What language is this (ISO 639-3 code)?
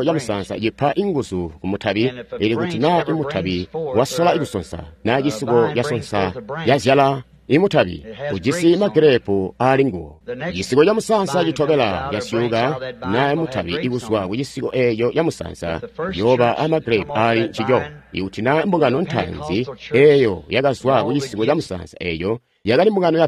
toi